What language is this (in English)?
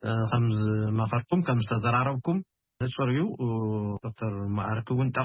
Tigrinya